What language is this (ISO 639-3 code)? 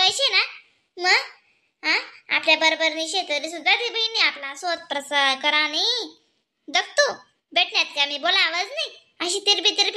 khn